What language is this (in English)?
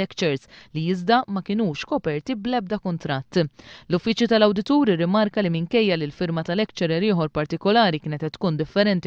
Maltese